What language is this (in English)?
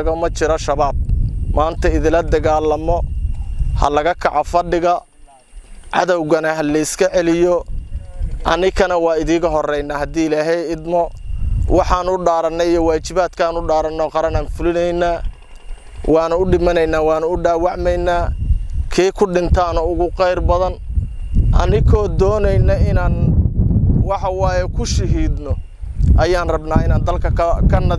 Somali